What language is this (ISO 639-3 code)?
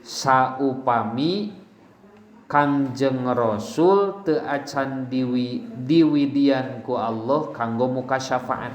sun